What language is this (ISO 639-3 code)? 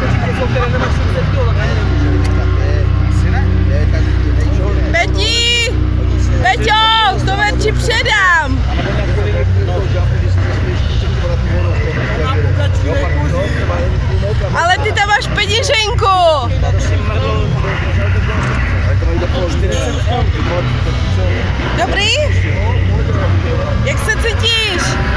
ces